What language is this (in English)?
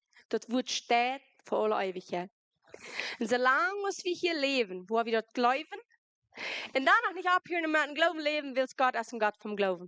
Plautdietsch